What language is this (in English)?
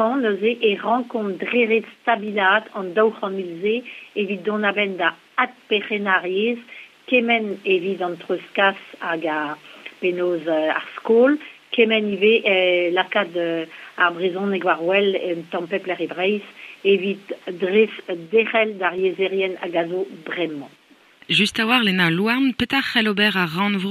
Breton